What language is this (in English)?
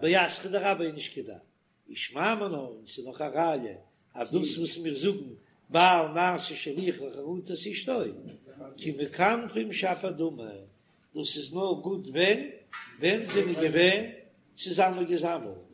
Yiddish